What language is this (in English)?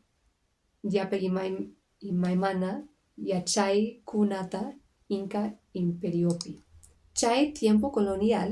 Quechua